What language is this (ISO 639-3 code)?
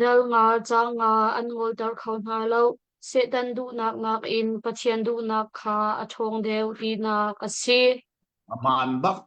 cnh